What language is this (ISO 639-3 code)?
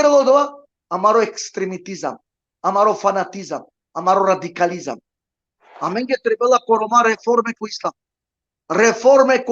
rmn